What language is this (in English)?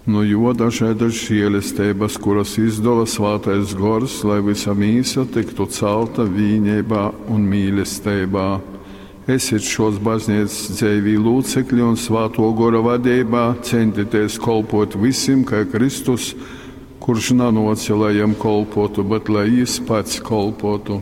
Latgalian